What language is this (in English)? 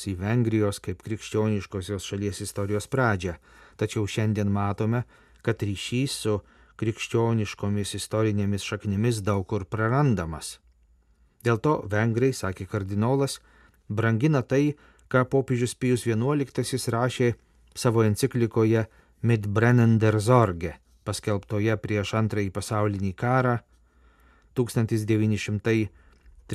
Lithuanian